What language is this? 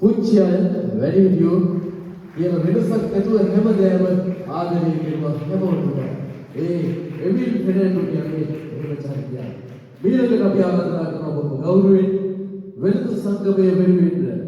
Sinhala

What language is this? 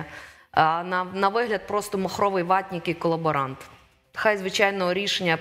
Ukrainian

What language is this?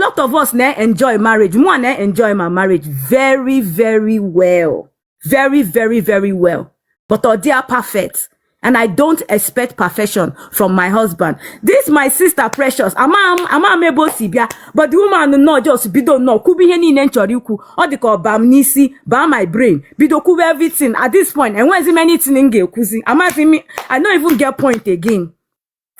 Igbo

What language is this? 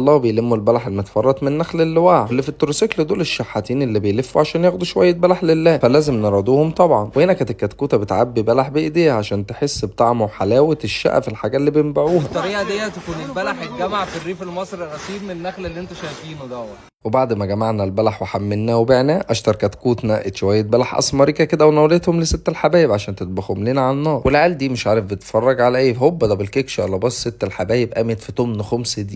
Egyptian Arabic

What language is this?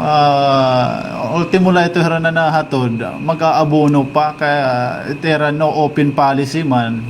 Waray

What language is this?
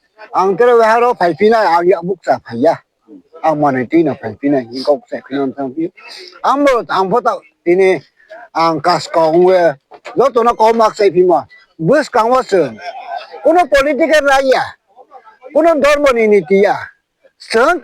Riang (India)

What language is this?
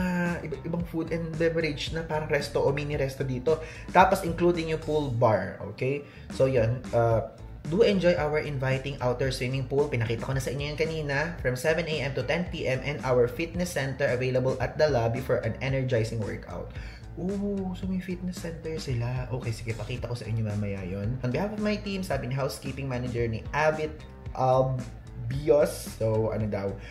Filipino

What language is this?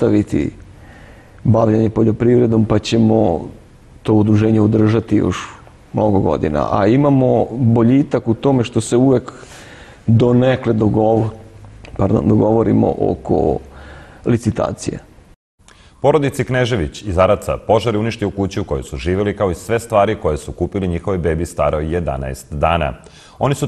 Serbian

